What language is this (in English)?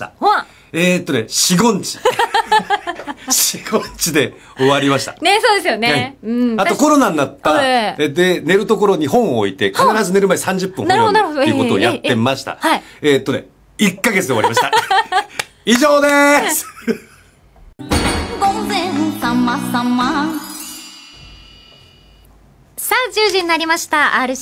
Japanese